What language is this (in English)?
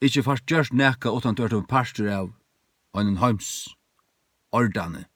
Faroese